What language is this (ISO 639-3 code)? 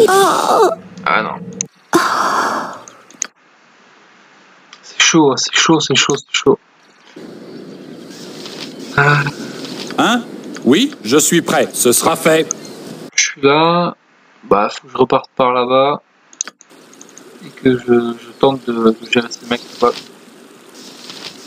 fra